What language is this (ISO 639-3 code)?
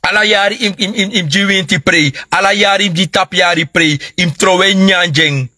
srn